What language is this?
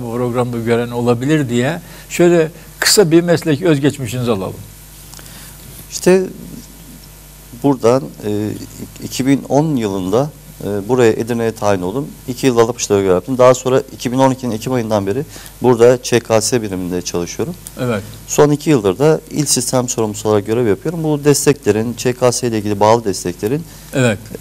Turkish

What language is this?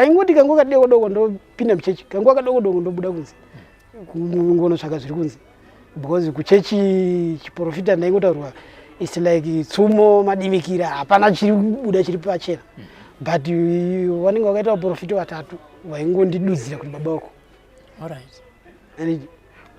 Shona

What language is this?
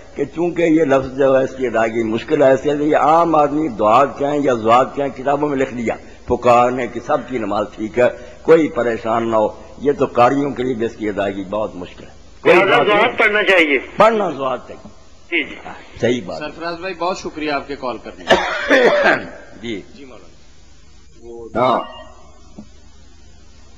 Urdu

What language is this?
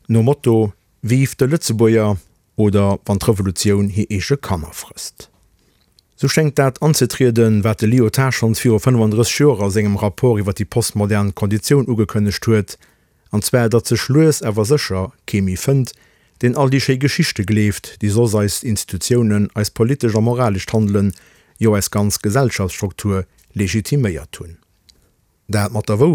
Luxembourgish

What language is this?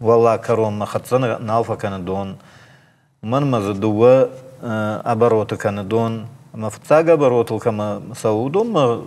Ossetic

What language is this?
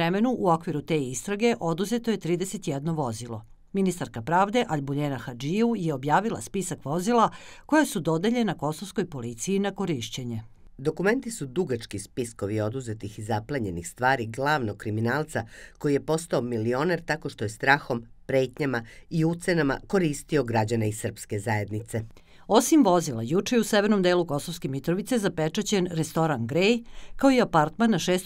Serbian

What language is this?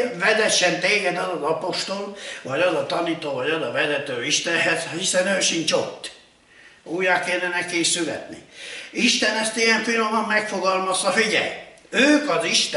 Hungarian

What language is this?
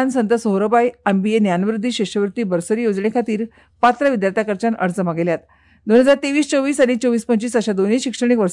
Konkani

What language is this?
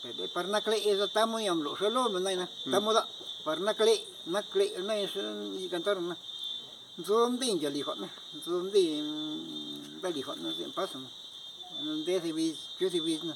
Zapotec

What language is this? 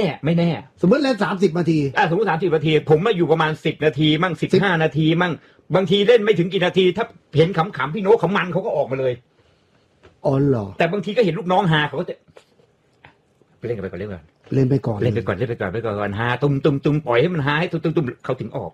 Thai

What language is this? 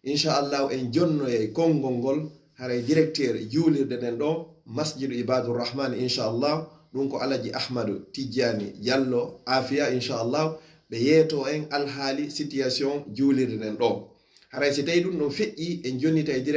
Fula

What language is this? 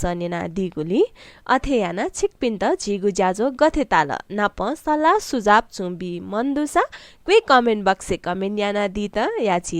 Newari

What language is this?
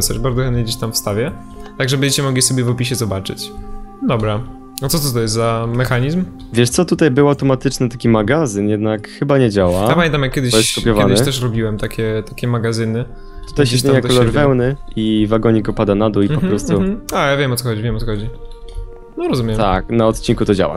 Polish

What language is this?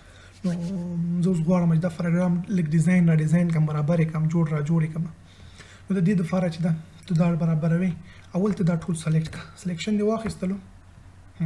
Pashto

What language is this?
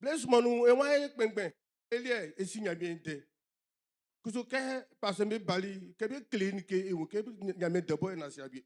Baoulé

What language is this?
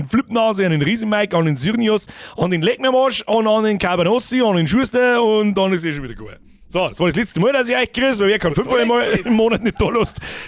Bavarian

